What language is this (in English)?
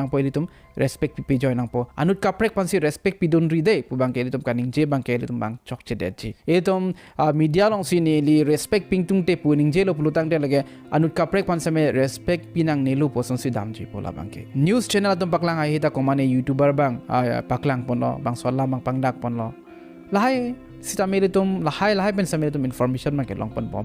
Karbi